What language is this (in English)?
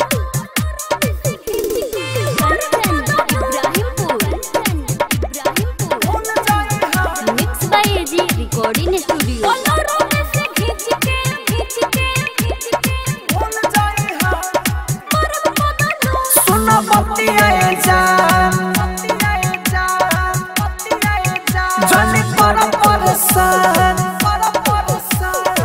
Bhojpuri